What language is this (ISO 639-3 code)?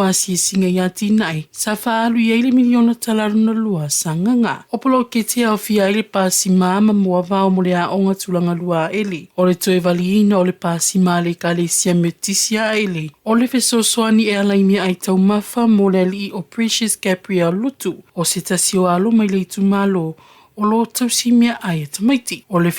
smo